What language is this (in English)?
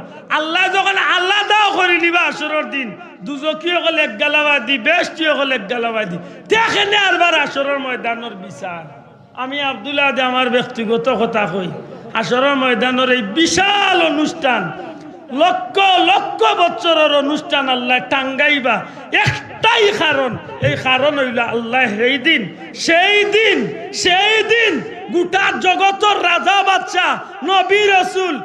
Sylheti